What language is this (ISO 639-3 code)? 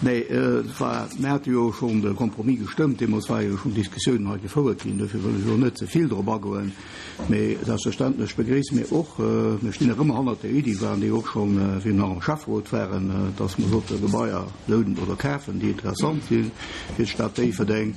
ltz